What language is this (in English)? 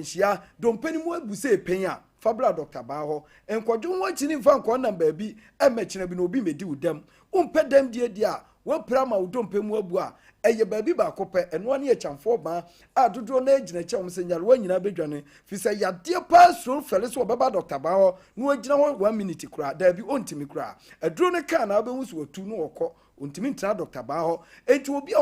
Akan